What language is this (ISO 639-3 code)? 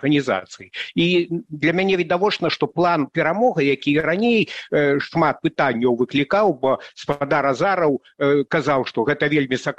bel